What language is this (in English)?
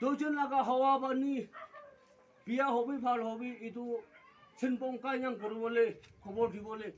Naga Pidgin